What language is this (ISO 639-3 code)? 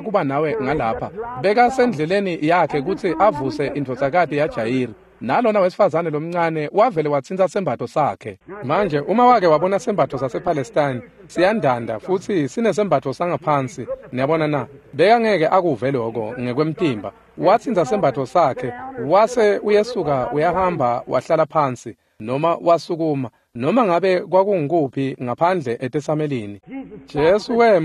ssw